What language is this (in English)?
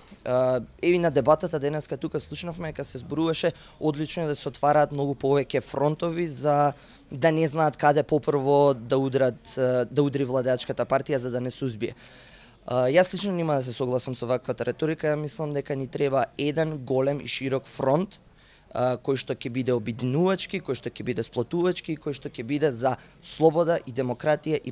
Macedonian